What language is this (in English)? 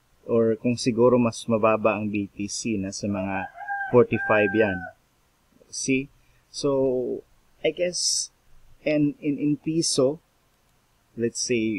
Filipino